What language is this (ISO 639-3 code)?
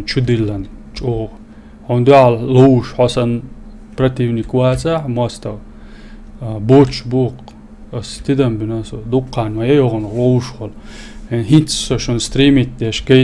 che